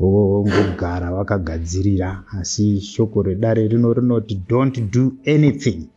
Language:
Shona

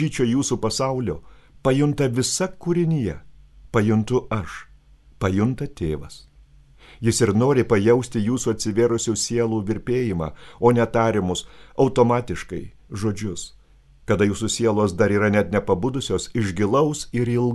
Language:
Lithuanian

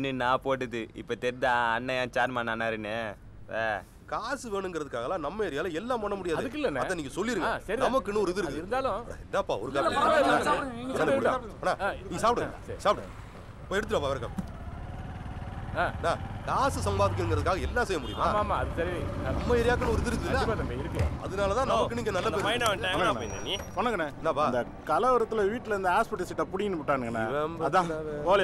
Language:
Tamil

